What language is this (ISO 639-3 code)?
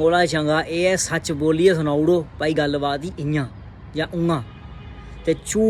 doi